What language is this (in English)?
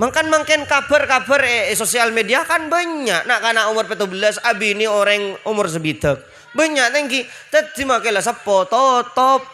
Madurese